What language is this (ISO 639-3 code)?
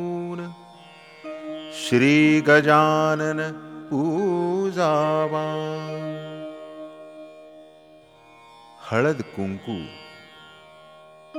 mar